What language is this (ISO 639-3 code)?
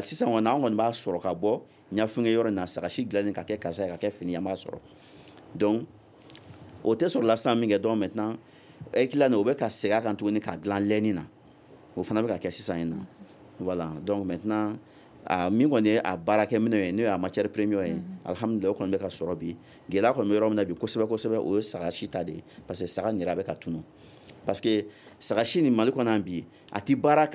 bam